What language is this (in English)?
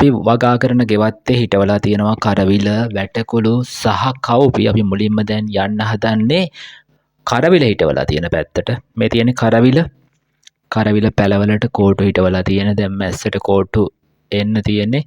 Sinhala